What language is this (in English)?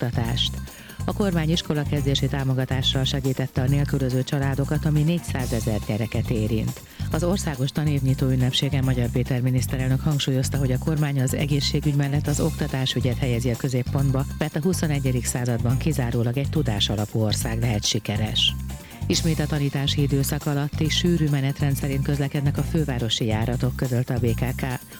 Hungarian